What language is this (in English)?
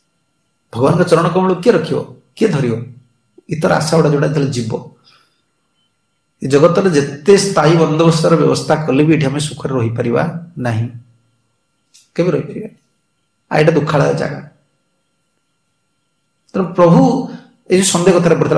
Odia